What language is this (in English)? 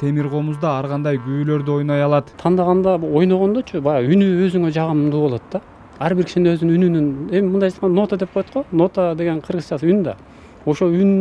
Kyrgyz